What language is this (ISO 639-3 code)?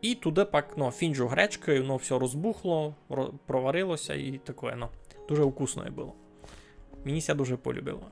rue